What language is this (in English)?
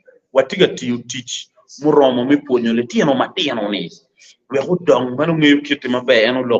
Acoli